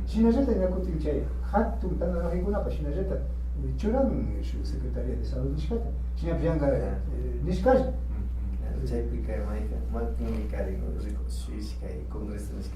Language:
Imbabura Highland Quichua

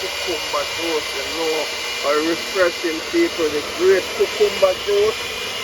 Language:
Jamaican Creole English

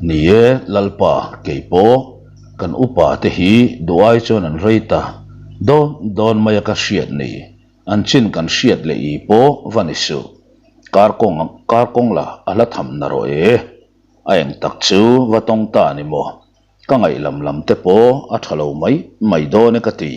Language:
Mizo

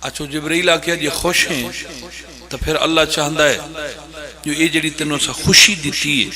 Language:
Pahari-Potwari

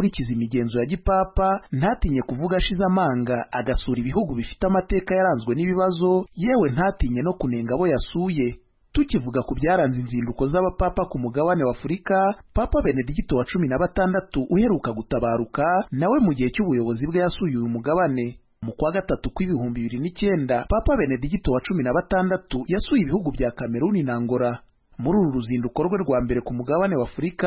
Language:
Kinyarwanda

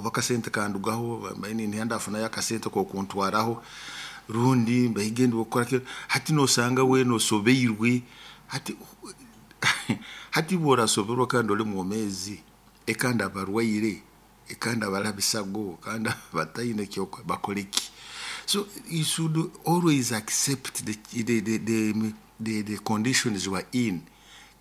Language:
Nyoro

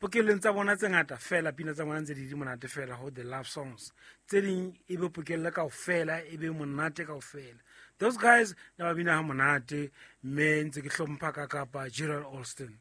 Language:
Southern Sotho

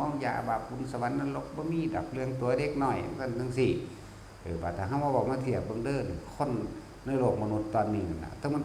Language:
Northeastern Thai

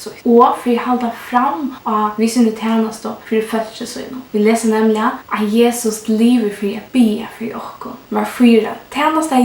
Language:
Faroese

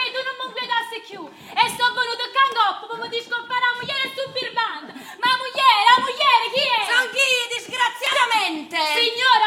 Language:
Neapolitan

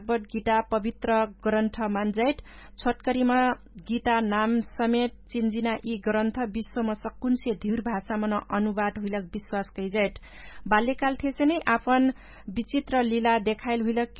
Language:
Dangaura Tharu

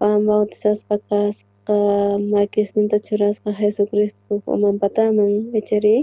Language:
South Bolivian Quechua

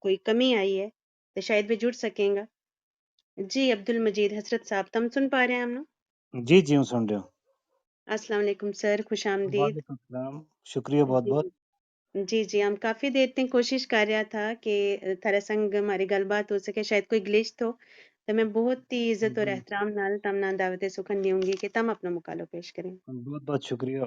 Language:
Gujari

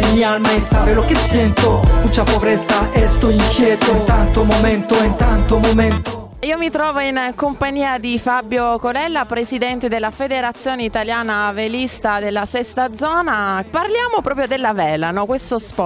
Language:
Italian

